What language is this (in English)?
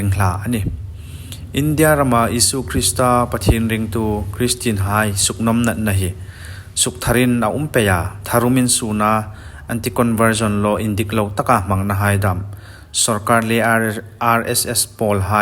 Hmar